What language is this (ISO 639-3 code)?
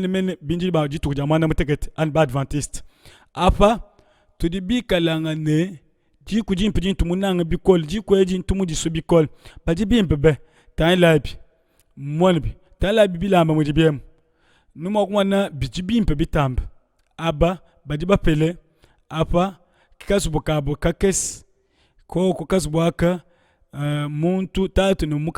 lua